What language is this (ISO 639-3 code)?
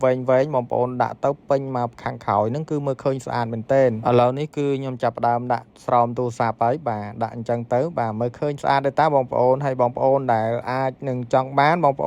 khm